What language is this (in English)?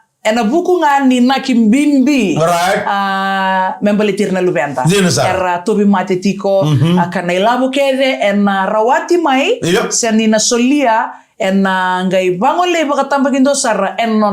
Fijian